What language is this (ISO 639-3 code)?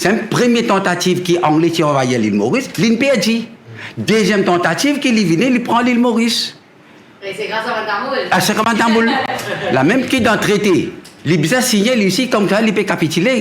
mfe